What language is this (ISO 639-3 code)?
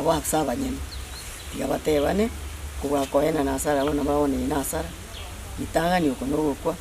guz